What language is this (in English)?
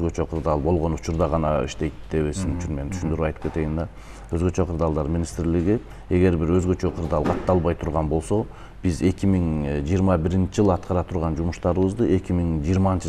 Kyrgyz